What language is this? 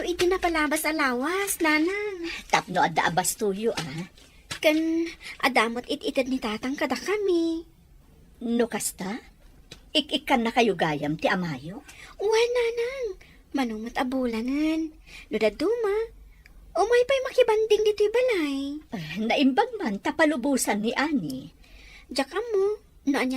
Iloko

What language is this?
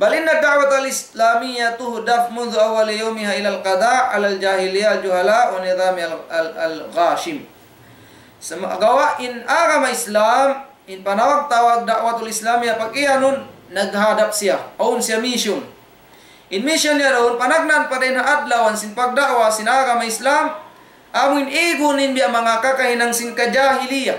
Tausug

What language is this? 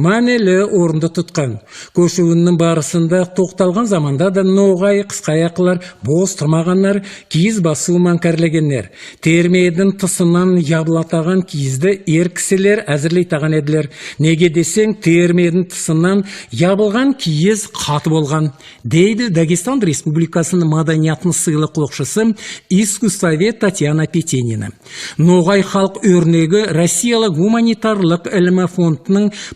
Nogai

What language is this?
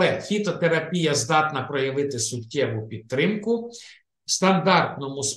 Ukrainian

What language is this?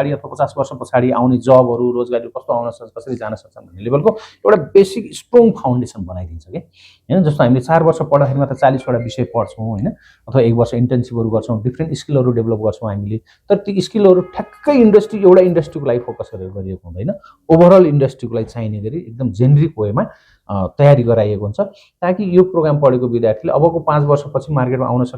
Nepali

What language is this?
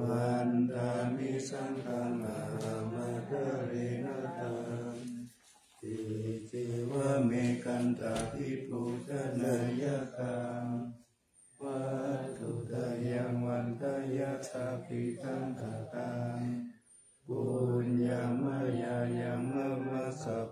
Pali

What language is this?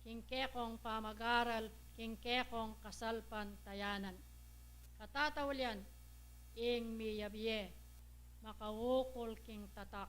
Pampanga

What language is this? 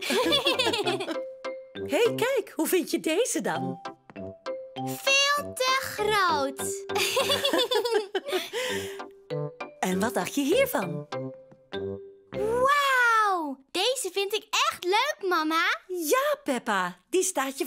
Dutch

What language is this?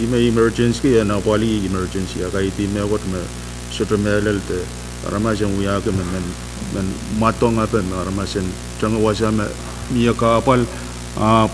Pohnpeian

